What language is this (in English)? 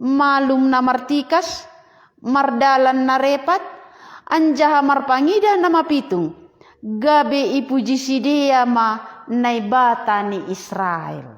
Batak Simalungun